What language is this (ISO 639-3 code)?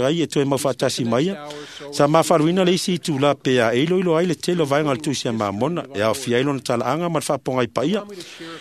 smo